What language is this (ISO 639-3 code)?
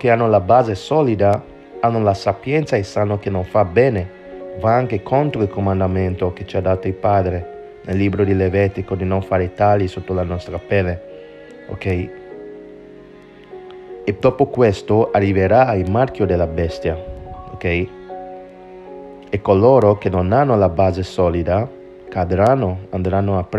ita